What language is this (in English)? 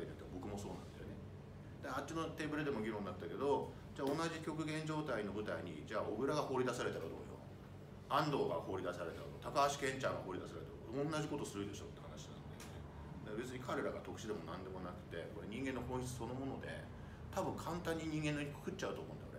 Japanese